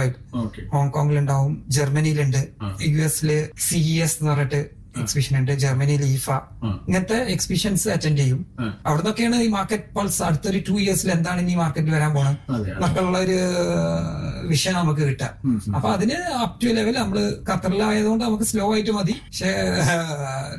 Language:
Malayalam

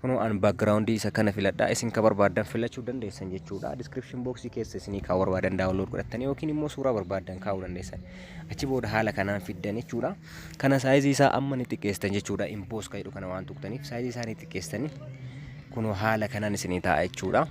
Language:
Oromo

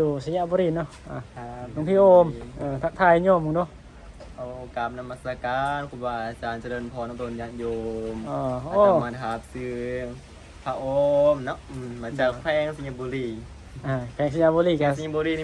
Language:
Northeastern Thai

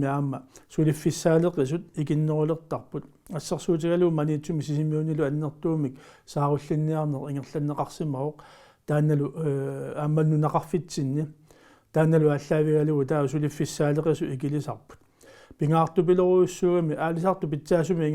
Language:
Kalaallisut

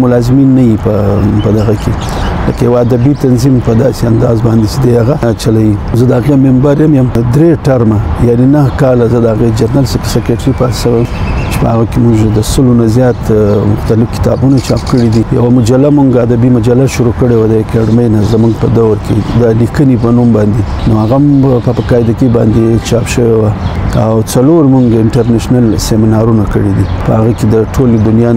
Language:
Pashto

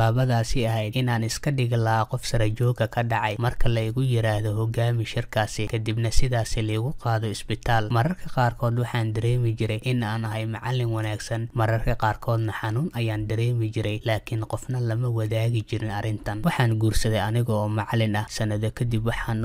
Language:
Somali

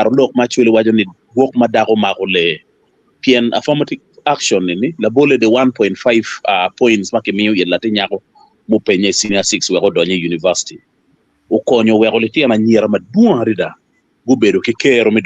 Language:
Acoli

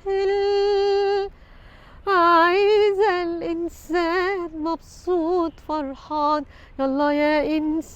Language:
Egyptian Arabic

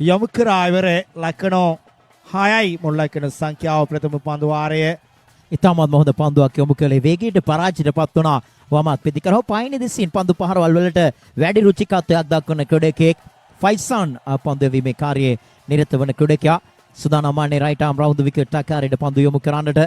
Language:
Sinhala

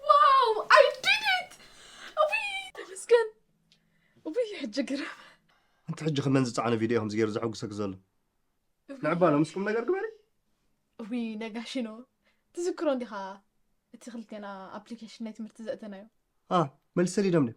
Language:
Tigrinya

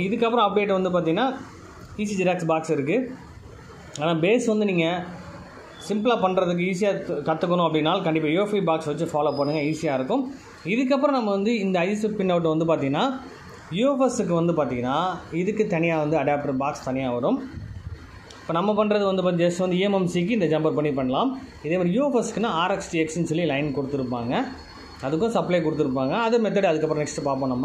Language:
Tamil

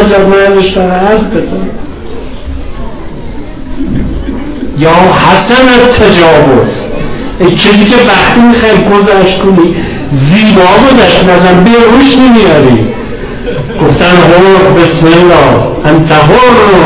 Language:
Persian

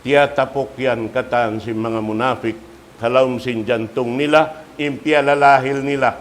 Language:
Tausug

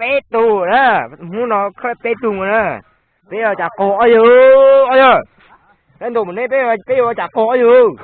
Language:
Hmong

